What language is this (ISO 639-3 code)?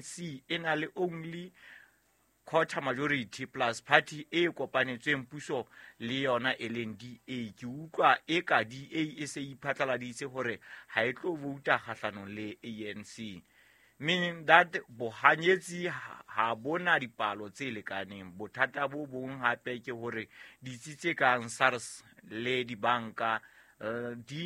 sot